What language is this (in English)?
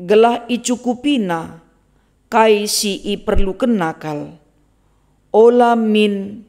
Batak Karo